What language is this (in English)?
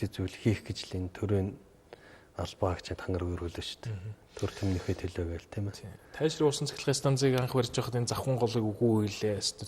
Mongolian